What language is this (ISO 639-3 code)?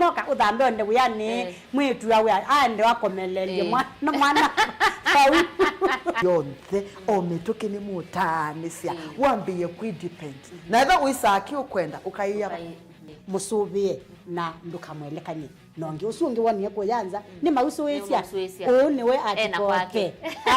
kam